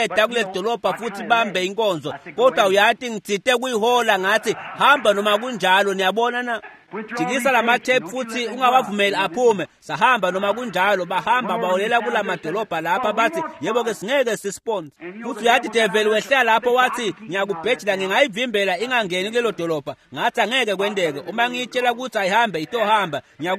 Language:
Swati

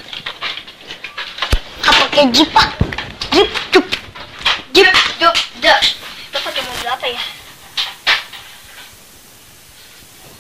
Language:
Indonesian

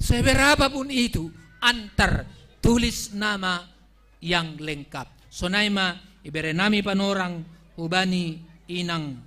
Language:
Batak Simalungun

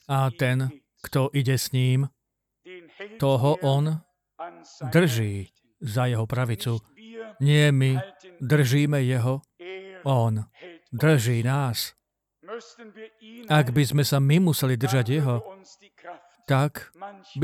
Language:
Slovak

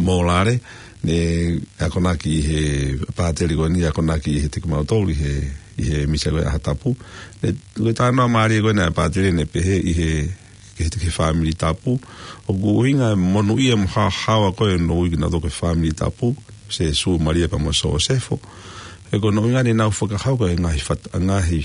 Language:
Tongan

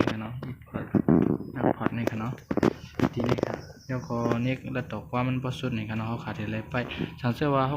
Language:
Shan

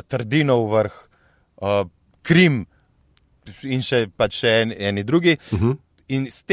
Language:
Slovenian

